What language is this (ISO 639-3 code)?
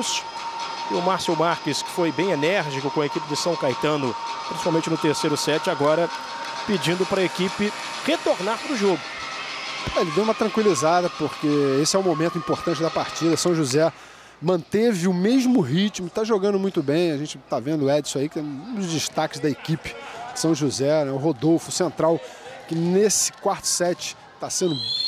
por